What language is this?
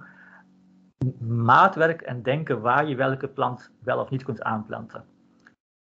Dutch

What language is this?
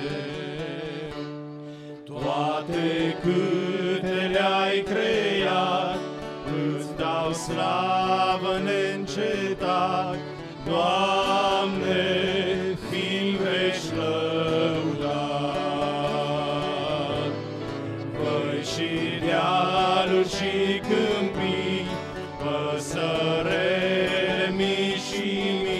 Romanian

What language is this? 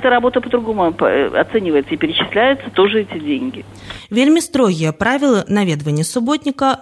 Belarusian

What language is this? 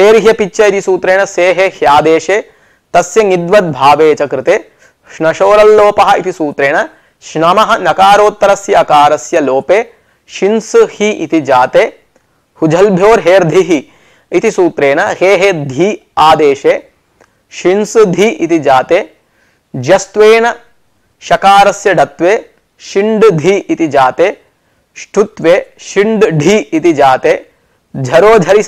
Sanskrit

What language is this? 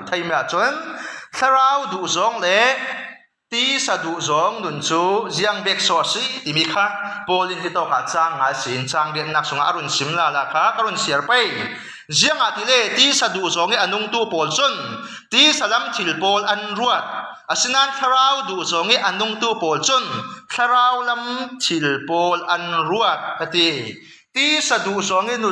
Falam Chin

